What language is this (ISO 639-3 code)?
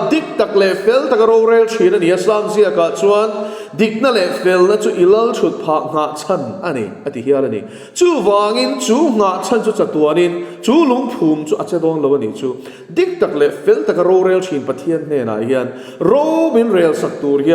lus